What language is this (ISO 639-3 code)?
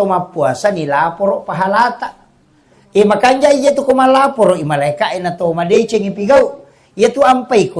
bug